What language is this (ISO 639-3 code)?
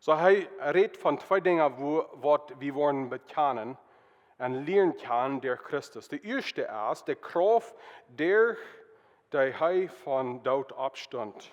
pdt